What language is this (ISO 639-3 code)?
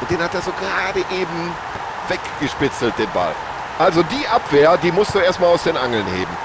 bar